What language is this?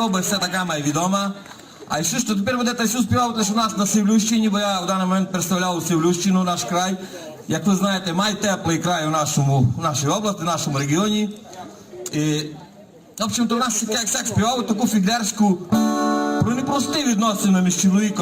Rusyn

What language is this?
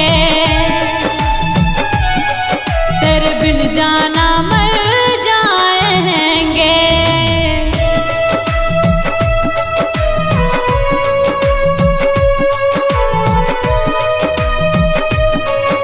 Hindi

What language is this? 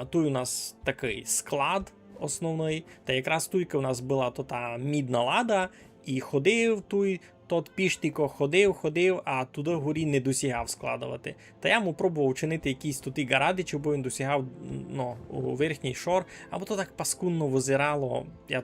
Rusyn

